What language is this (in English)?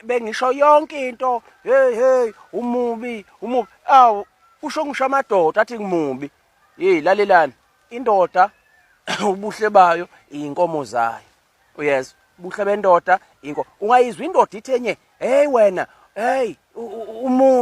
Zulu